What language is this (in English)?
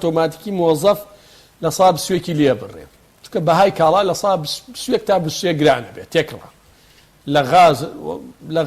Central Kurdish